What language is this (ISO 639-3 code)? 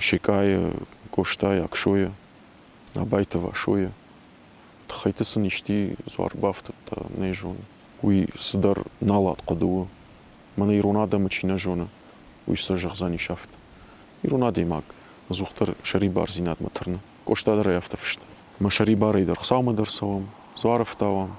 oss